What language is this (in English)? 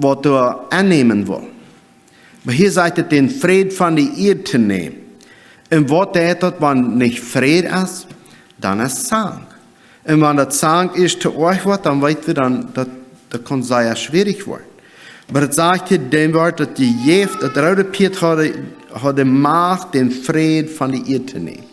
Plautdietsch